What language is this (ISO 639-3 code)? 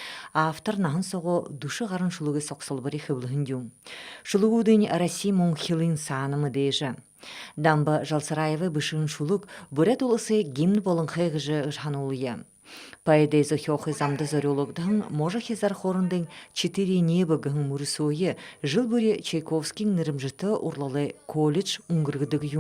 bua